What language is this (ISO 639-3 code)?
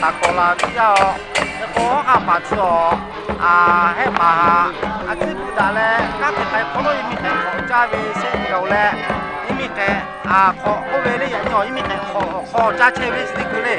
lhu